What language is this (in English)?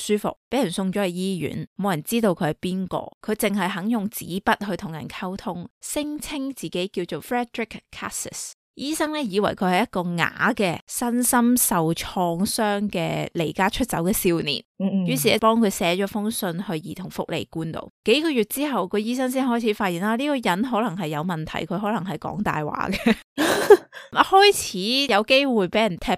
Cantonese